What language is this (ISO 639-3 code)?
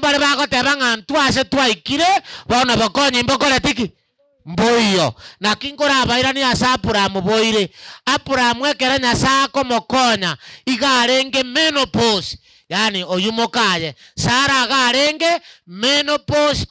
guz